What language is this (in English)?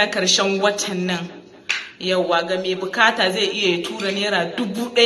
Hausa